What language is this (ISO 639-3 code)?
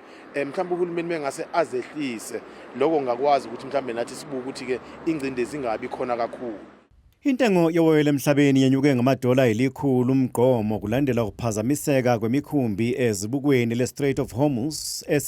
zul